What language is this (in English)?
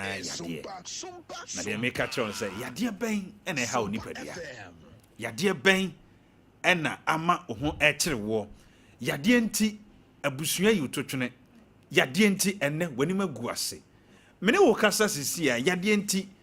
Akan